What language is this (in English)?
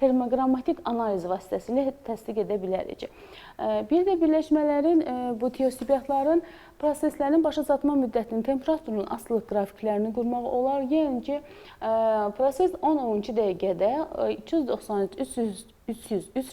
Azerbaijani